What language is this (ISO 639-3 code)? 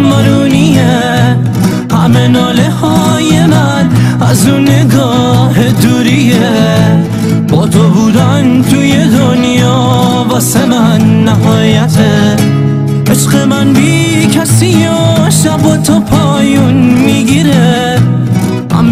fas